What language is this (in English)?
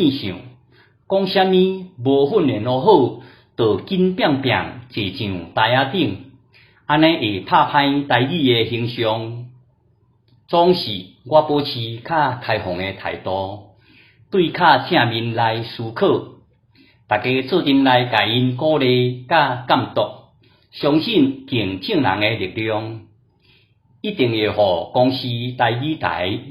Min Nan Chinese